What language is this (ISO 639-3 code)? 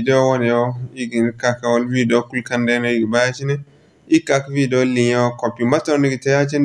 dje